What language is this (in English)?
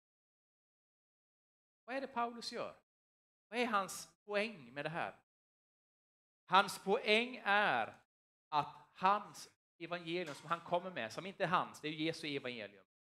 Swedish